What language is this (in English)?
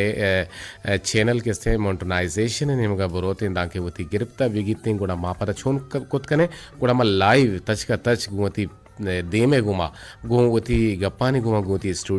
Eastern Balochi